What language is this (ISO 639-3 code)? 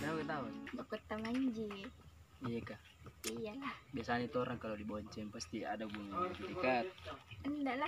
mfp